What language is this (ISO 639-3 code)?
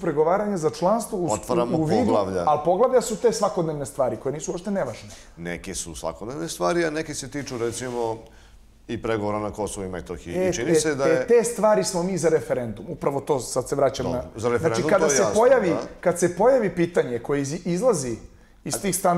srp